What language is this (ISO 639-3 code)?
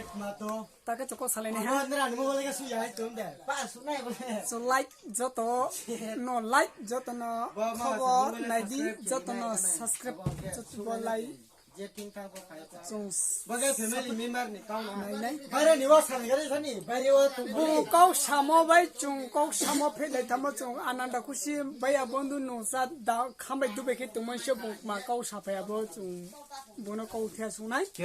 trp